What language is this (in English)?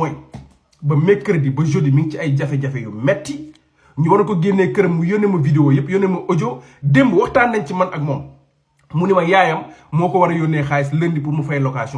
Wolof